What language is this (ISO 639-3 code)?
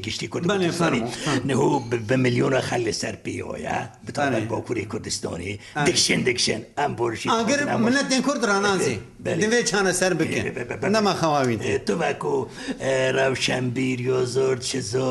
kur